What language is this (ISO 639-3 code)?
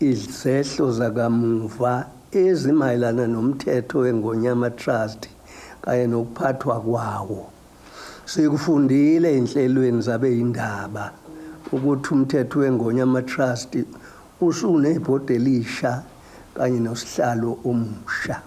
zul